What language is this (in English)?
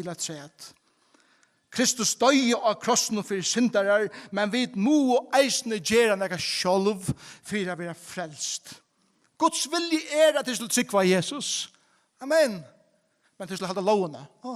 Faroese